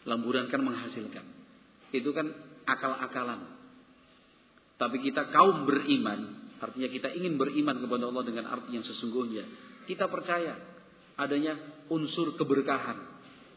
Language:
Indonesian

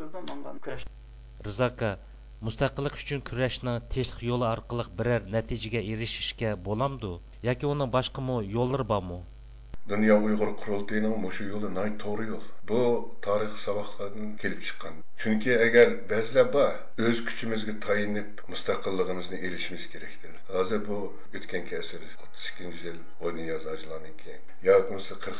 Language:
Uyghur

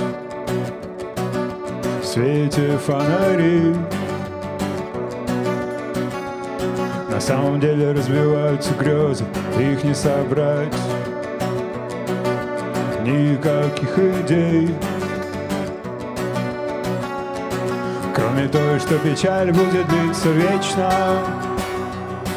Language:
Russian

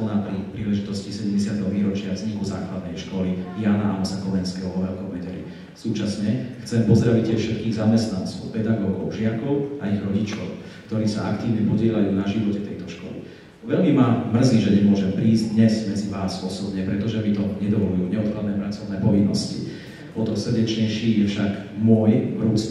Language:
Slovak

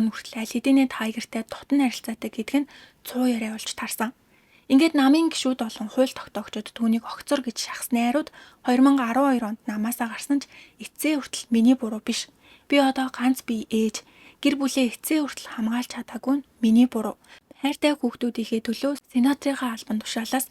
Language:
Mongolian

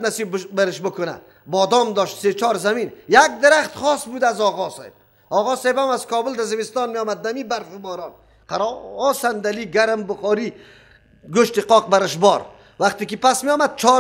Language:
Persian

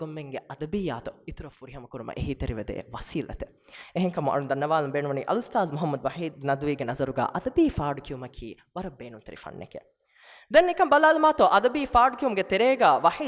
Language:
Divehi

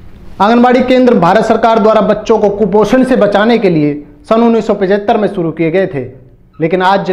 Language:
Hindi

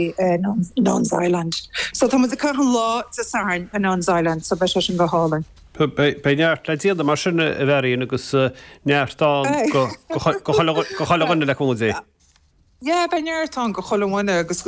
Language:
Irish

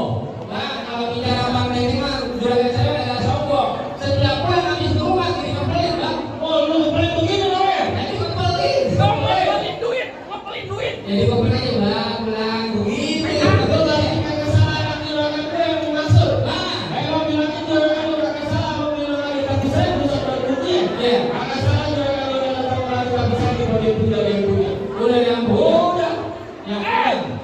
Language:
Betawi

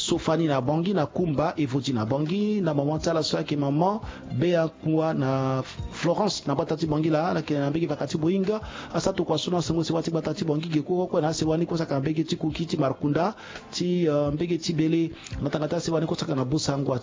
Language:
Sango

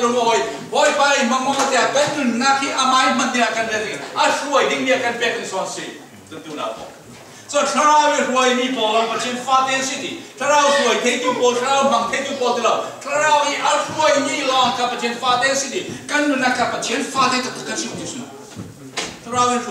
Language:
Falam Chin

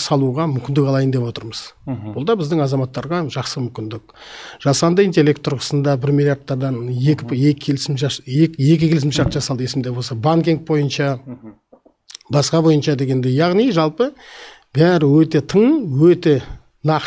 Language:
Kazakh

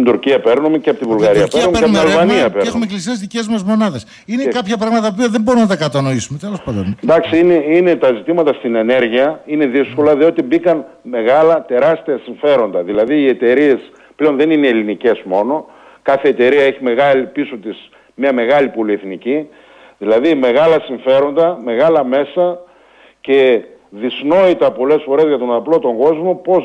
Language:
Greek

